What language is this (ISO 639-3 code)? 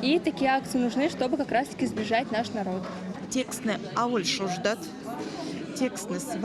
myv